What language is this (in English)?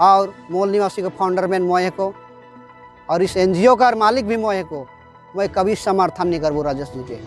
Sadri